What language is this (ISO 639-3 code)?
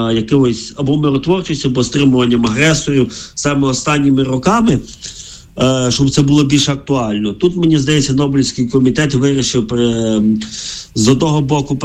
ukr